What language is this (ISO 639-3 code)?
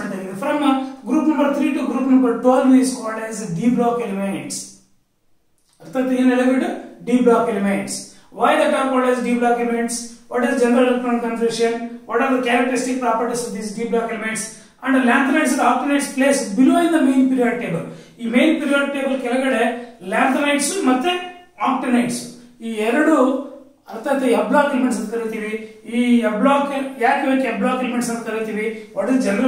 kan